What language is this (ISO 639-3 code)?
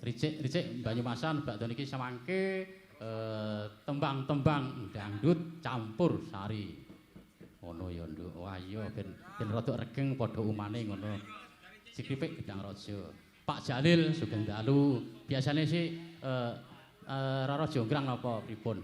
jav